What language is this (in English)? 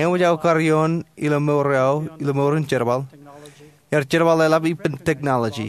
Marshallese